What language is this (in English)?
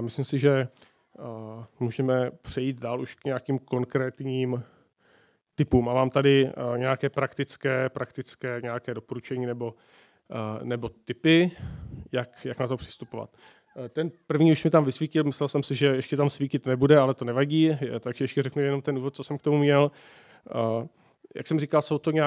Czech